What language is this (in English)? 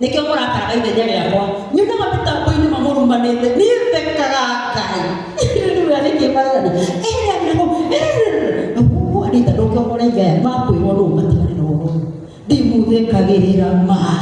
Kikuyu